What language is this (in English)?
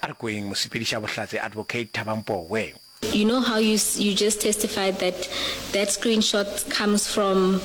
Northern Sotho